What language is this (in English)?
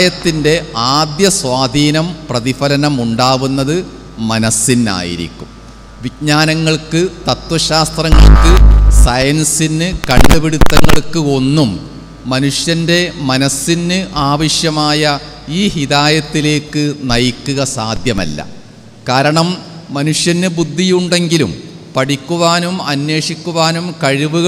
Malayalam